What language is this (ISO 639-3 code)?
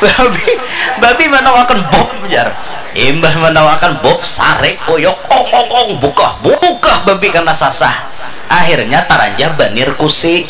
bjn